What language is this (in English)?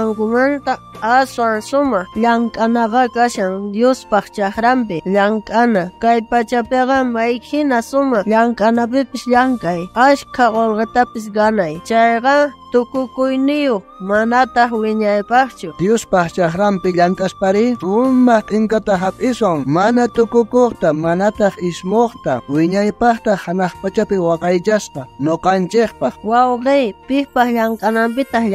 South Bolivian Quechua